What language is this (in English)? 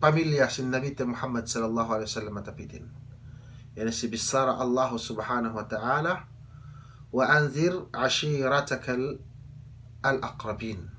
Yakan